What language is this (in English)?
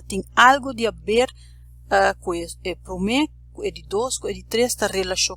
Papiamento